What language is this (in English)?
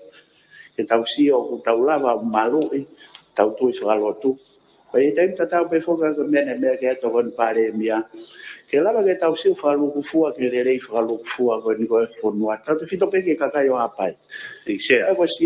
Tongan